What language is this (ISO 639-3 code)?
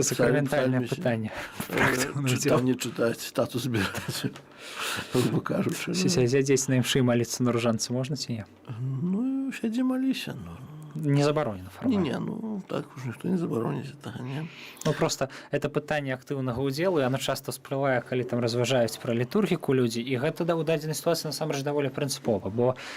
bel